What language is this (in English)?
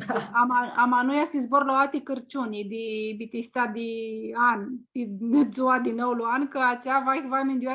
Aromanian